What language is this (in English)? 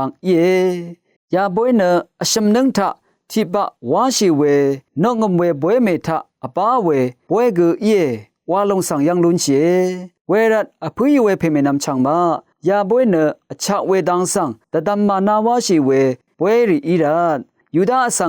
Rawang